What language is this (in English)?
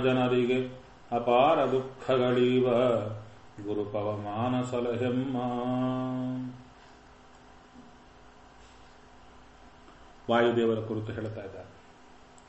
Kannada